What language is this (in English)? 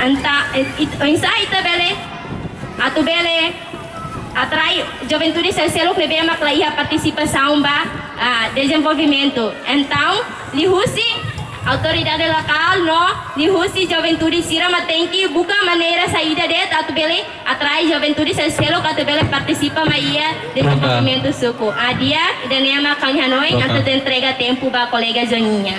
Tetum